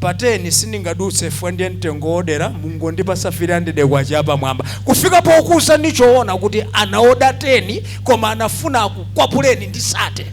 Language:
Nyanja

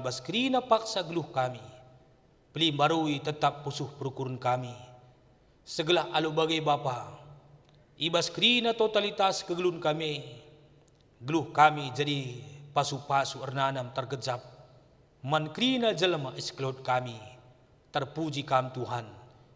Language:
Batak Karo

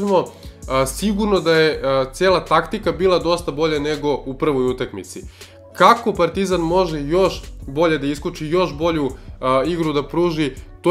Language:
Serbian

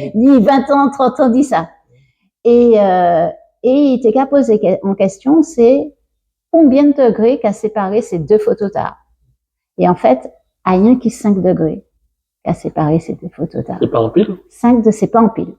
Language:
Guadeloupean Creole French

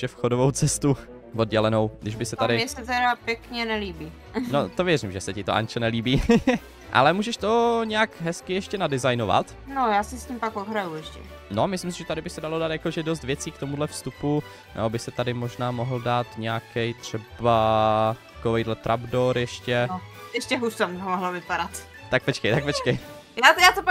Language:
Czech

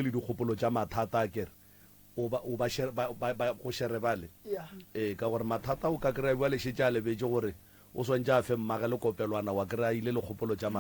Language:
Northern Sotho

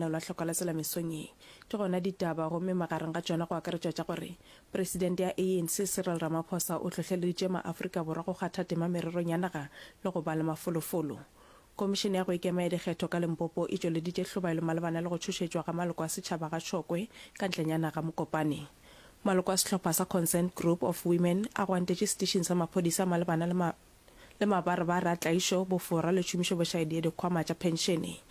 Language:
Northern Sotho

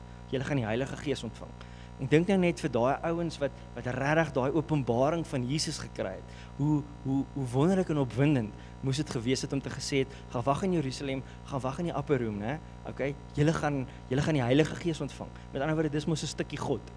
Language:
Afrikaans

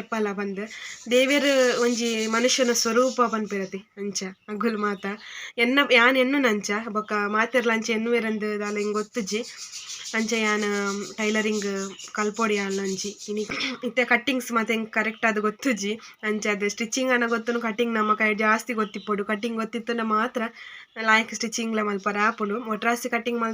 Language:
Tulu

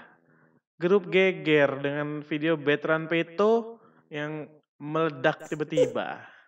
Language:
Musi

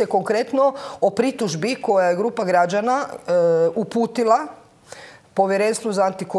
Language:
Croatian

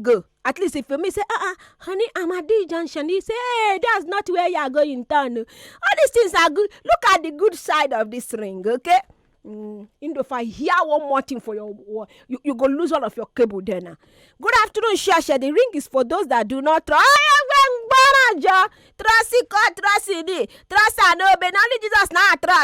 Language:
Nigerian Pidgin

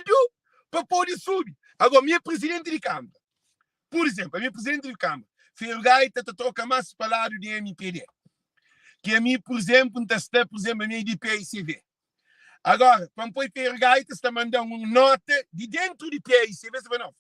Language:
Kabuverdianu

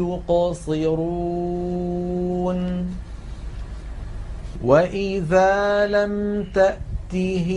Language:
Arabic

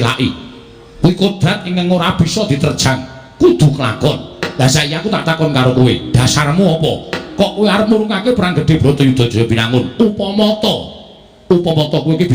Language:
Javanese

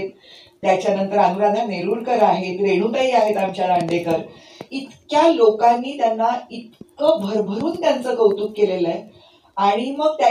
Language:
Marathi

